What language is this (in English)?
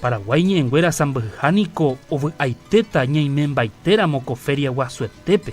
Guarani